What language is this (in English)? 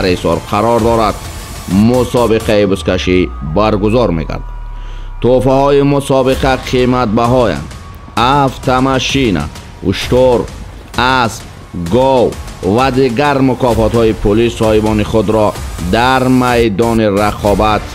Tajik